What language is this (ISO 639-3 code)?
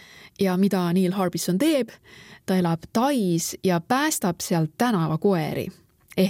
est